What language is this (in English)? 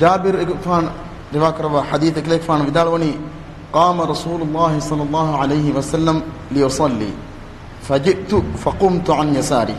Divehi